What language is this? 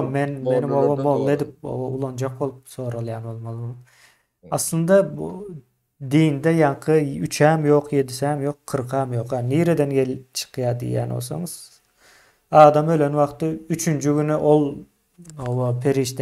Turkmen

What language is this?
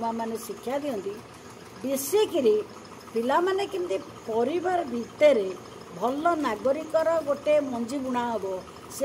Odia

